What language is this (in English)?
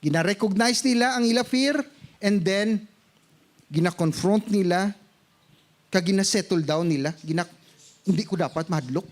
Hiligaynon